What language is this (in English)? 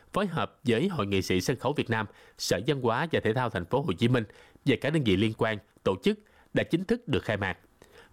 Vietnamese